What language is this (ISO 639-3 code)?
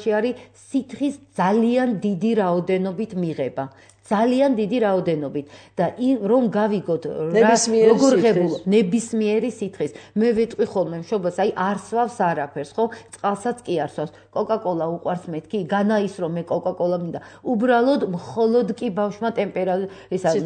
kat